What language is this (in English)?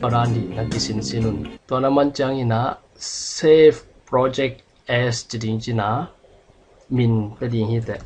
Tedim Chin